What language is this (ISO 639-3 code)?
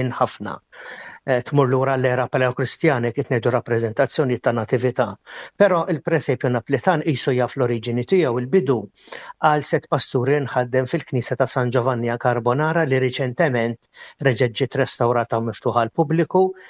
mlt